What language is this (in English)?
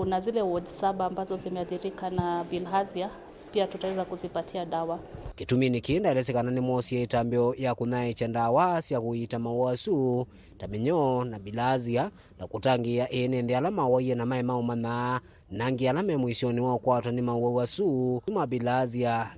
Kamba